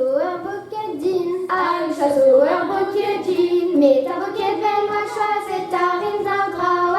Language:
Breton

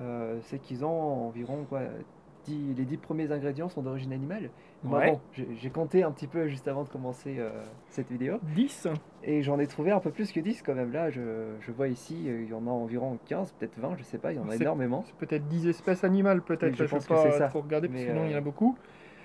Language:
French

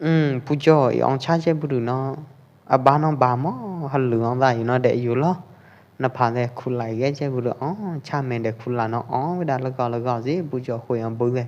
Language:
Pwo Eastern Karen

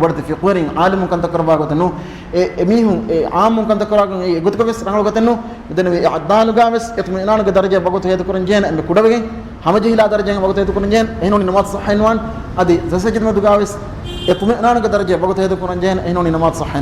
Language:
Divehi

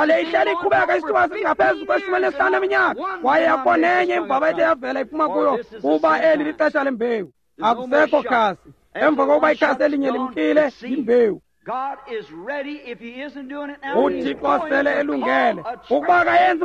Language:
Xhosa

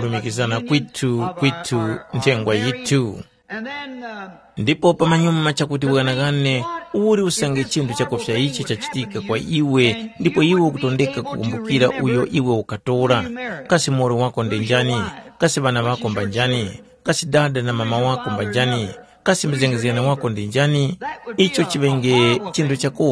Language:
Tumbuka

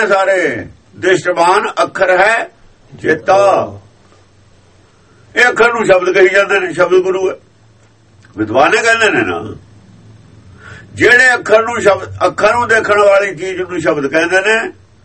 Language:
Punjabi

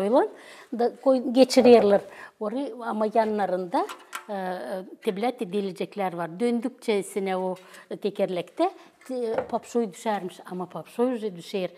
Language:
Gagauz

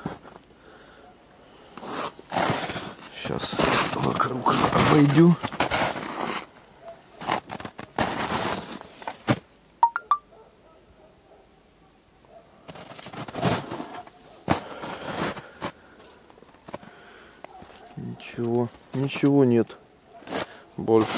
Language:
Russian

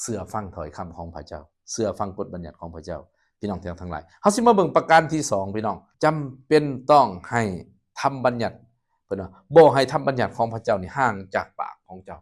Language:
Lao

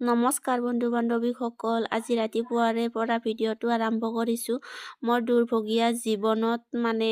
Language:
Assamese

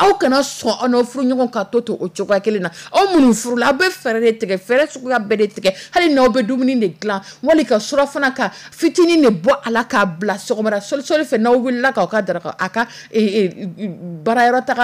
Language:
Dyula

